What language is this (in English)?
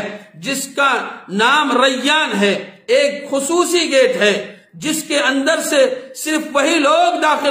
Urdu